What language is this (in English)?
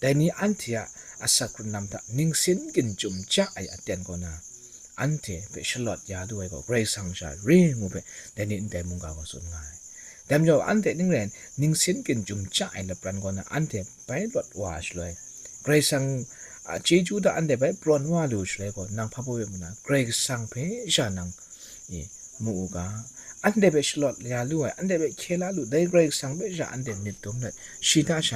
Kachin